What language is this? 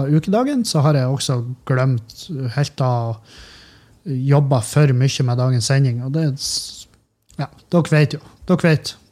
Norwegian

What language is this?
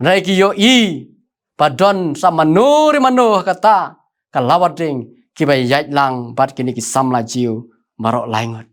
Khasi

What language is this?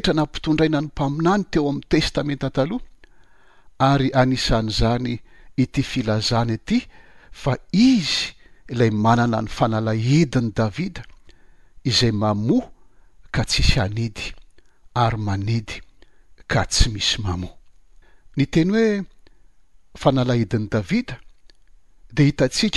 Malagasy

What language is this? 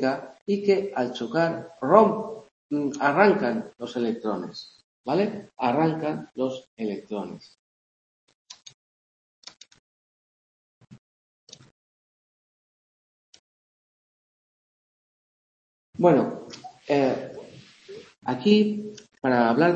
Spanish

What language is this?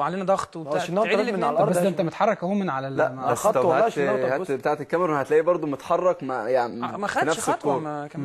Egyptian Arabic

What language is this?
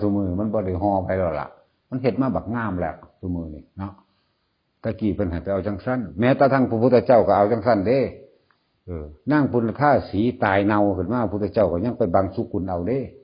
Northeastern Thai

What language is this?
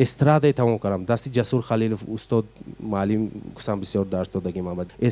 Tajik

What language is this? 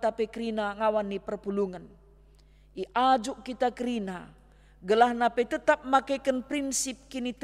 Batak Karo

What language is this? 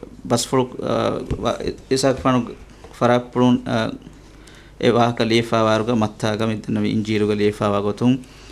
Divehi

